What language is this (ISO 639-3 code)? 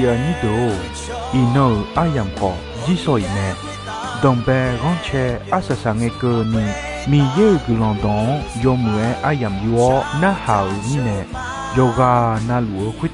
ahk